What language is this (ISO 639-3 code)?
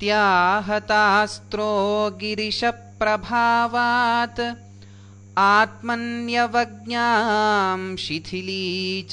san